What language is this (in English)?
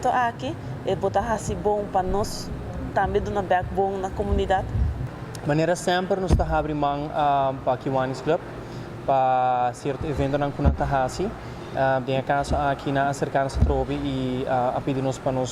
Papiamento